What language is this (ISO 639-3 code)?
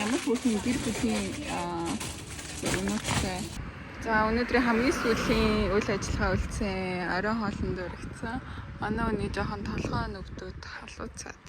mon